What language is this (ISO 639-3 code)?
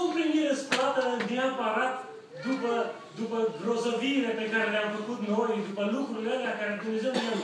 ron